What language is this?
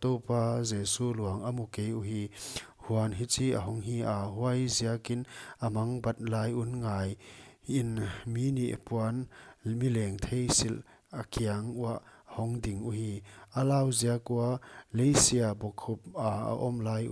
Paite Chin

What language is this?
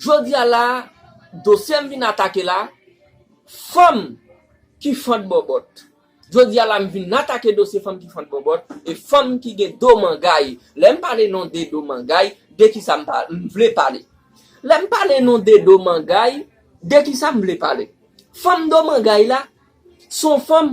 Haitian Creole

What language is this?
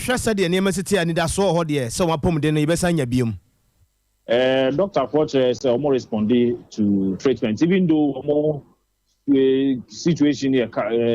Akan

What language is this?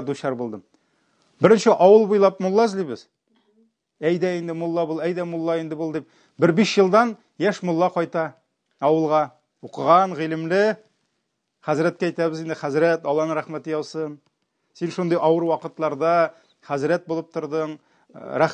Tatar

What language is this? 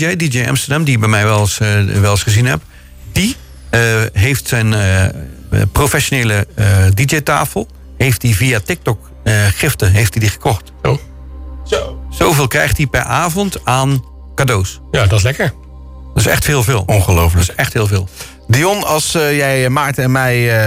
Dutch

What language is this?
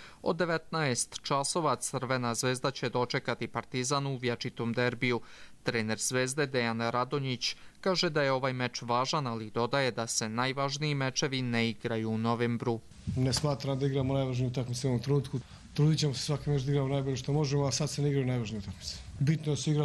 Serbian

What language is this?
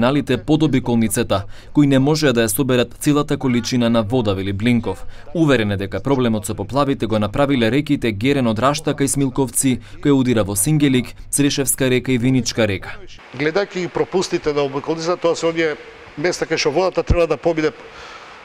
Macedonian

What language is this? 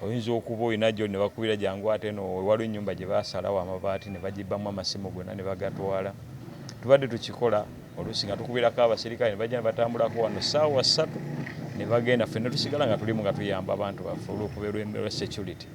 Ganda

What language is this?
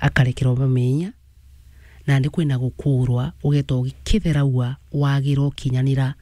Meru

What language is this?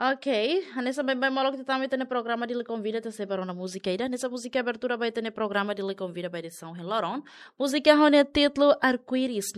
Tetum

